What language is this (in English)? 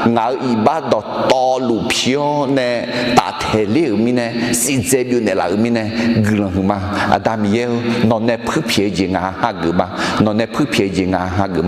Akha